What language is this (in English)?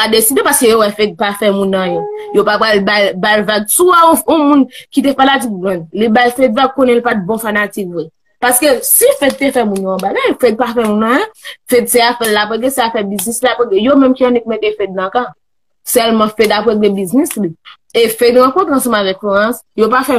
Haitian Creole